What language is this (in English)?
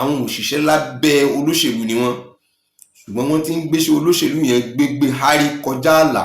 Yoruba